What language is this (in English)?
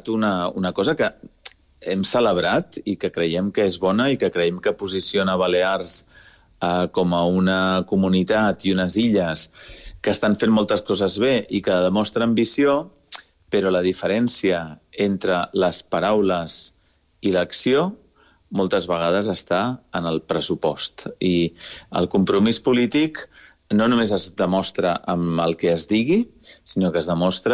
Catalan